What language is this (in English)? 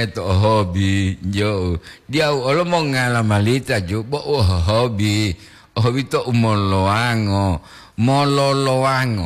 Gorontalo